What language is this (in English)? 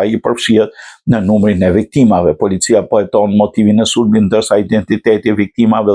Albanian